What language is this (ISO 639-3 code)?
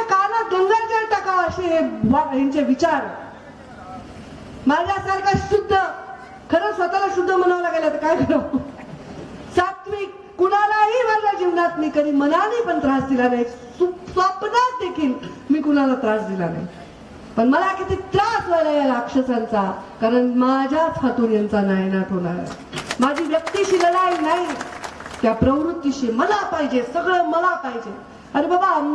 mar